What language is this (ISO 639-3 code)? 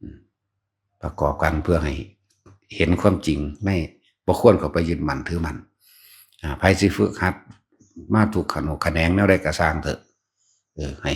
tts